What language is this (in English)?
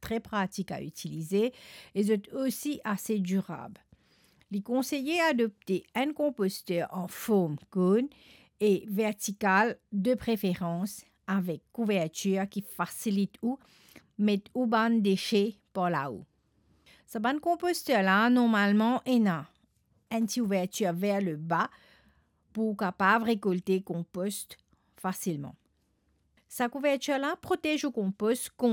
Morisyen